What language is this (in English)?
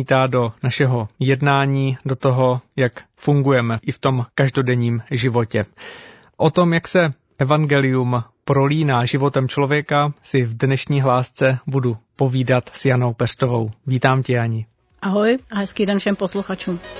Czech